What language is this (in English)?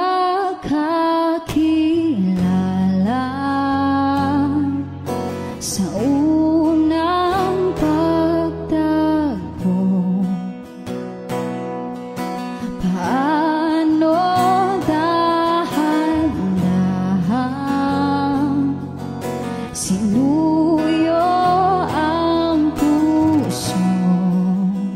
Filipino